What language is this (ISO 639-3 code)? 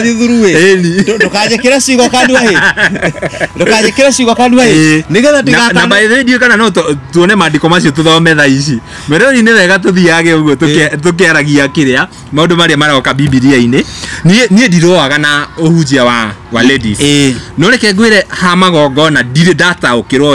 kik